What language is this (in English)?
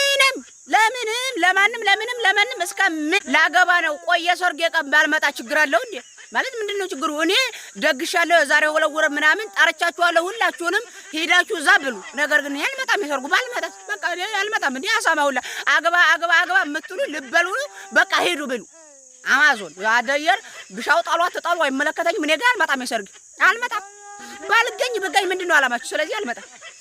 Amharic